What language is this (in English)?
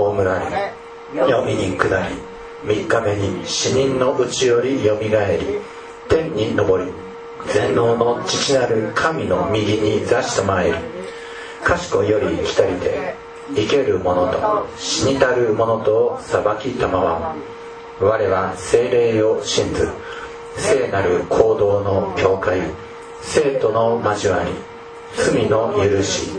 Japanese